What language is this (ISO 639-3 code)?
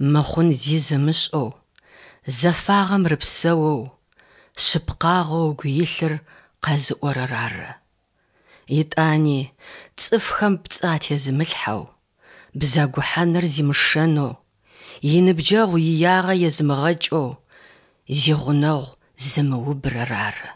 kbd